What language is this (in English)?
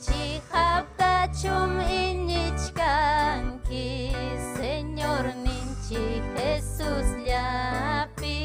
Ayacucho Quechua